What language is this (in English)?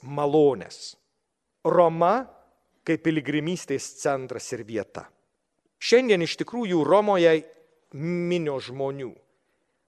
Lithuanian